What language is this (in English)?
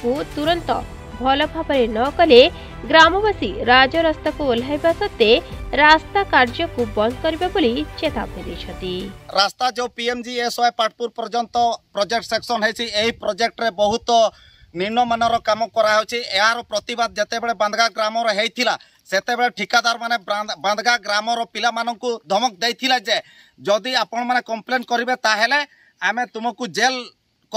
Odia